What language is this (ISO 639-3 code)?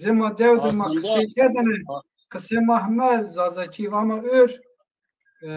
zza